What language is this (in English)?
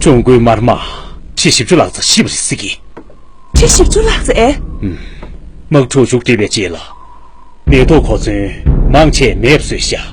Tibetan